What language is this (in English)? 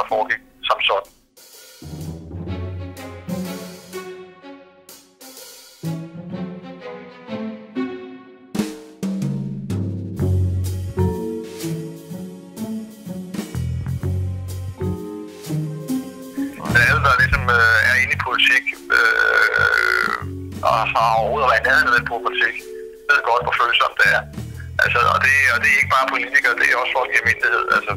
Danish